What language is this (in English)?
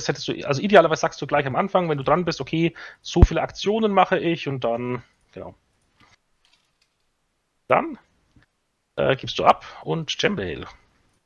German